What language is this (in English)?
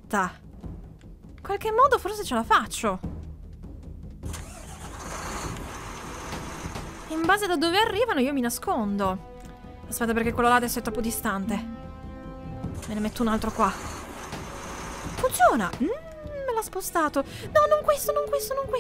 Italian